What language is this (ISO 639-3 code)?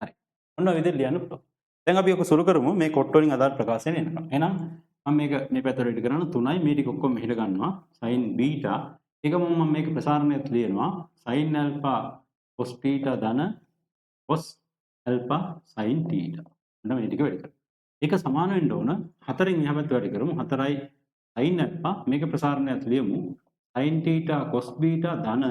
sin